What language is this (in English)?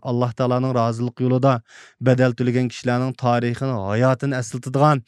Uyghur